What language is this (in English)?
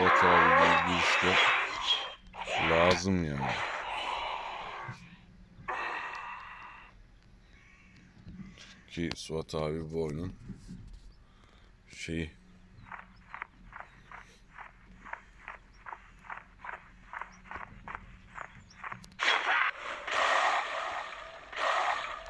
Turkish